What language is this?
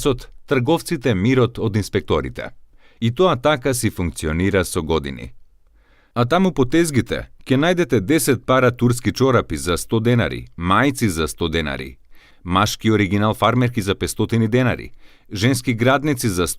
Macedonian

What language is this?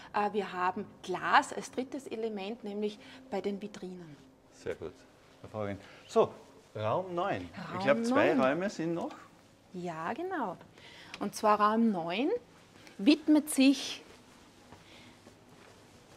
German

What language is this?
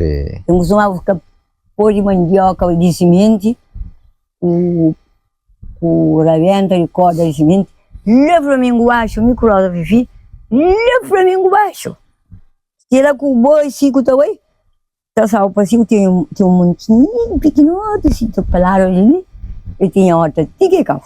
Kabuverdianu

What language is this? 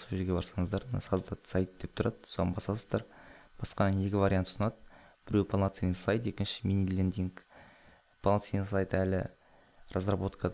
Kazakh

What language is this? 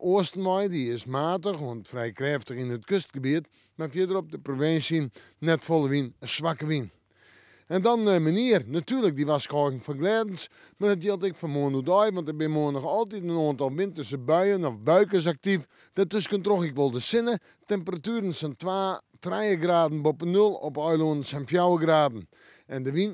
Western Frisian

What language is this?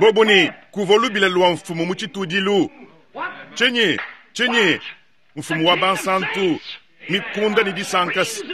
Luba-Lulua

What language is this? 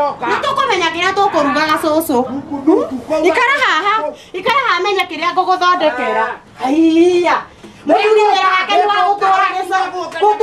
Kikuyu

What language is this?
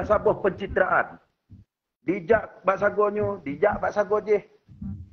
Achinese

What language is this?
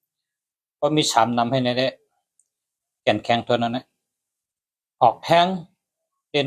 Shan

